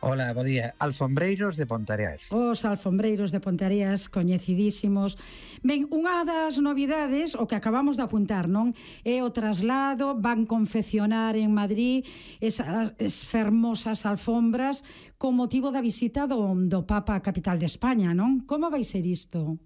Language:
Galician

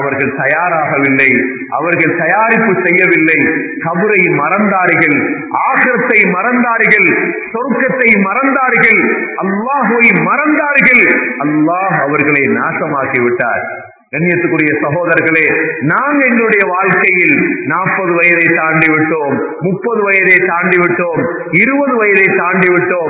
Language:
Tamil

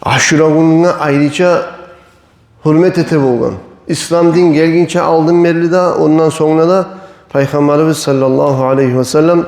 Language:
Kumyk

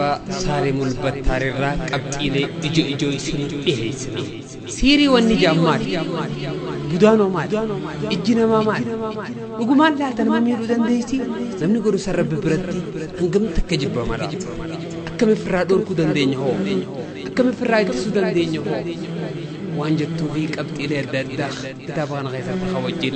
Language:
Oromo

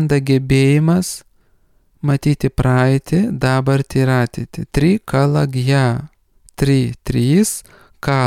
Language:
Lithuanian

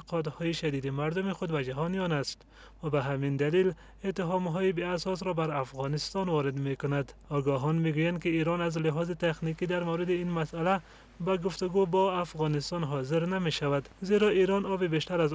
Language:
Persian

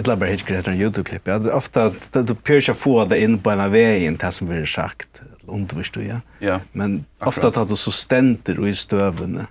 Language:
Faroese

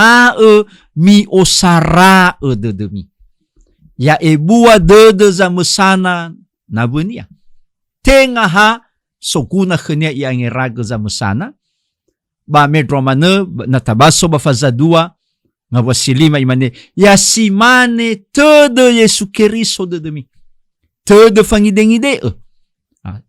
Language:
Nias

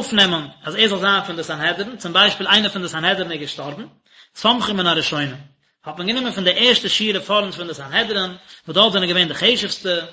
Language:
Yiddish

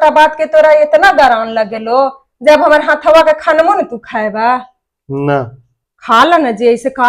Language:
Magahi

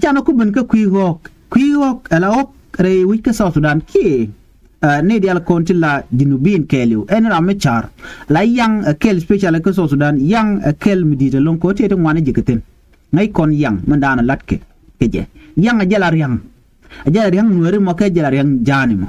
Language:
Nuer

